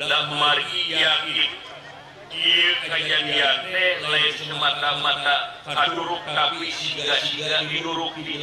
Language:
Sundanese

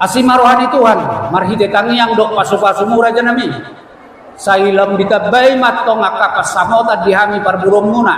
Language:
Batak Toba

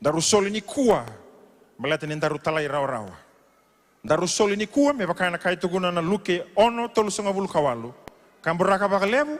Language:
Fijian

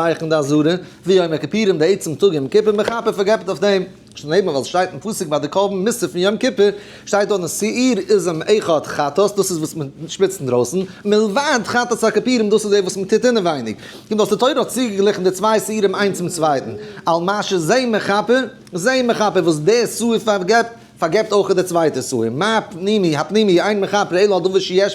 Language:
Yiddish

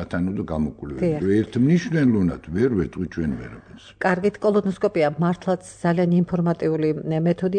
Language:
Georgian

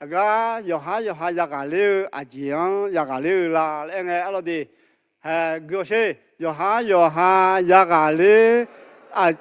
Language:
Akha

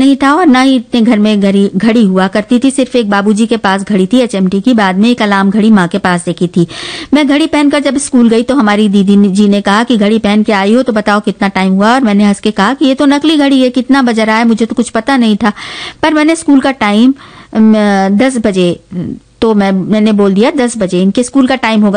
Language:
Hindi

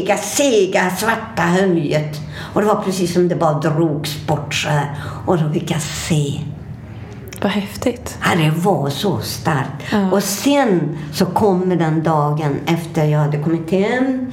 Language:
Swedish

